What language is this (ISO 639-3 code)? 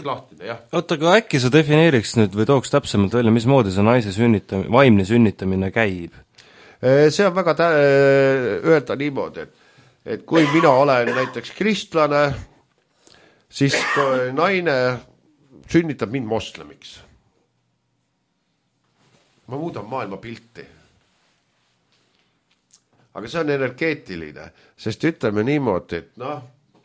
est